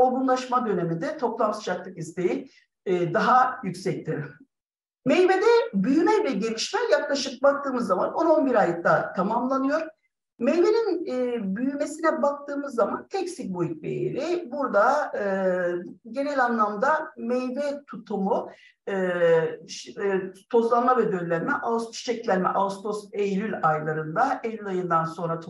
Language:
Turkish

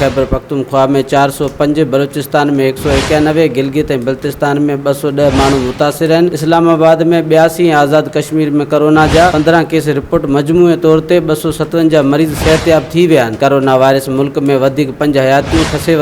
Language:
Sindhi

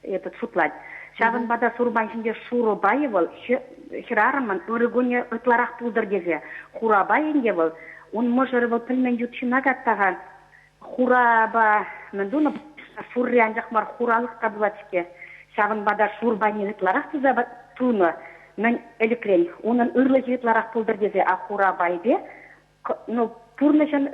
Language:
Chuvash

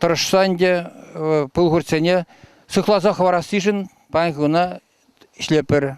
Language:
Chuvash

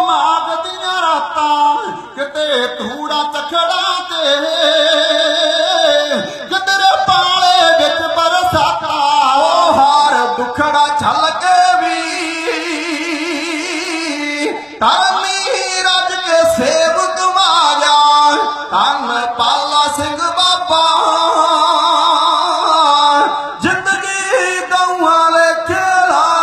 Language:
Punjabi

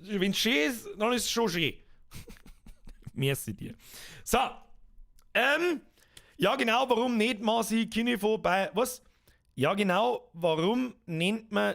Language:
Bavarian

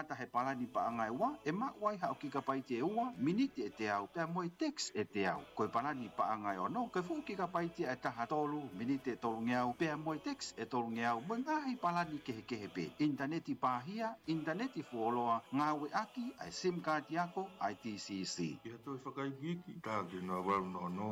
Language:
Tongan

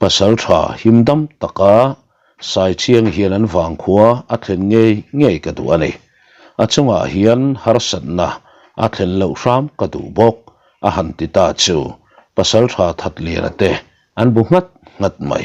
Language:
Mizo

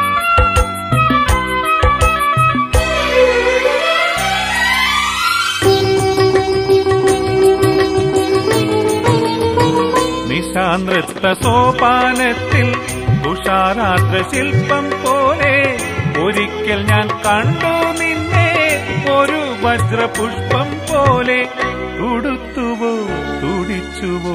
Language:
Malayalam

